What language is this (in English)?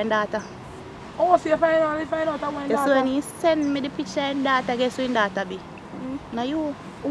Jamaican Creole English